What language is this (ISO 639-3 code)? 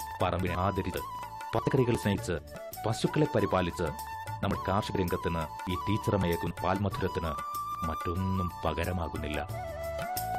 mal